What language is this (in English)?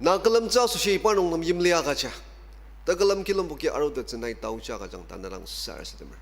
Ao Naga